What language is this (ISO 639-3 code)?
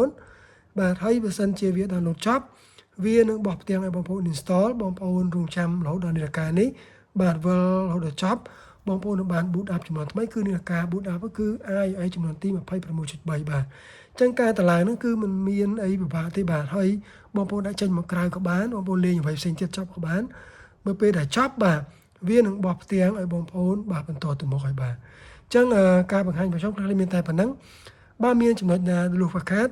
khm